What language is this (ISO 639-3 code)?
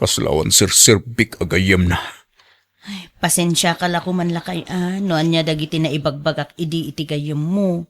ilo